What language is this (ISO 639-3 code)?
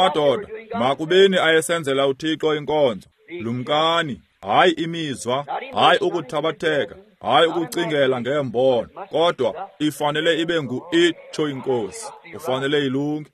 xho